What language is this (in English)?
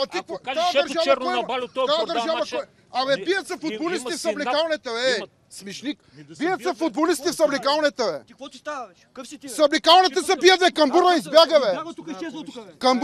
Bulgarian